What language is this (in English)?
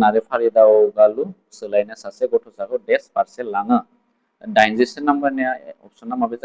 Bodo